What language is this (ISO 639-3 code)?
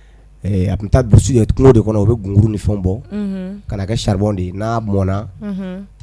bam